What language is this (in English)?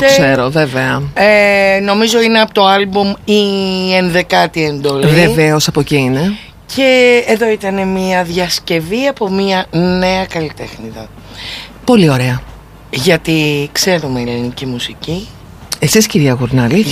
Greek